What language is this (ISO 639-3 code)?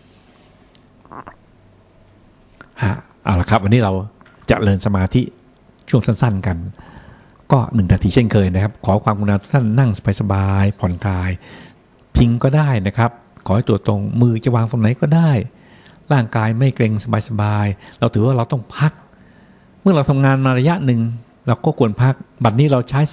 tha